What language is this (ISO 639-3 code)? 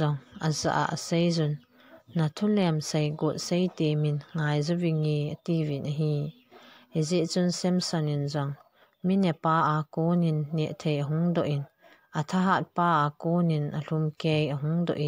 tcz